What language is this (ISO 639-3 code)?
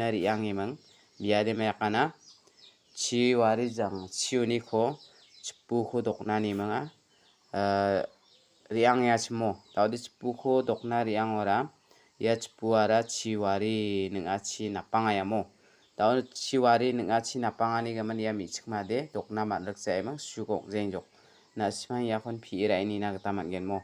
grt